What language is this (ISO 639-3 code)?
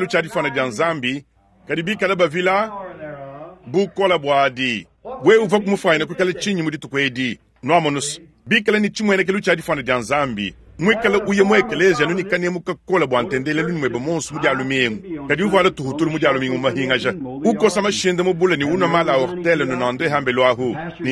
lua